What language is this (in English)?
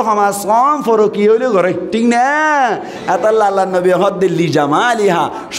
Rohingya